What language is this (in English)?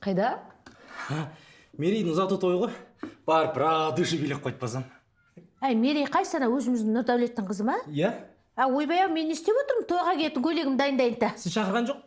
Kazakh